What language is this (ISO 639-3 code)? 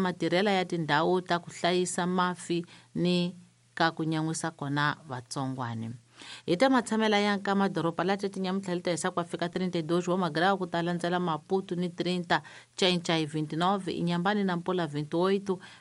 tso